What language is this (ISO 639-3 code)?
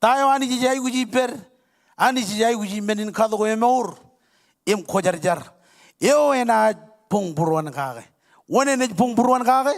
mah